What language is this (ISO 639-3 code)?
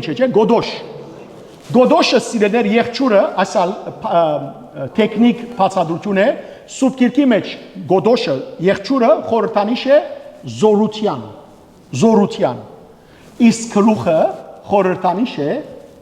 hyw